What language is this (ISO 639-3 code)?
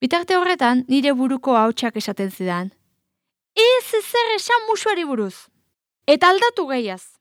eus